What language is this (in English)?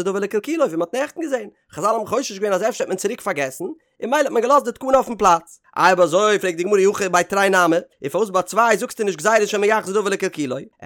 Yiddish